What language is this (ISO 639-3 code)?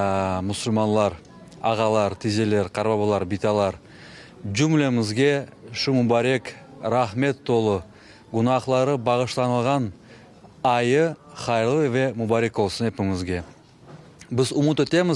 crh